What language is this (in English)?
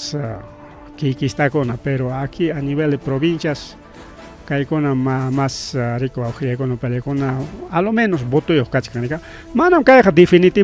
Ayacucho Quechua